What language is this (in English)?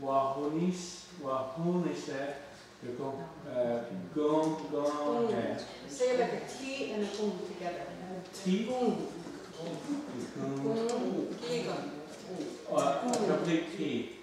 Mohawk